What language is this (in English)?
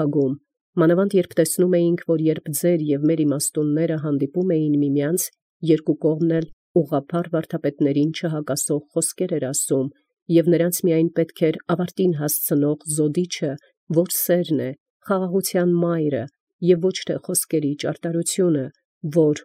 Armenian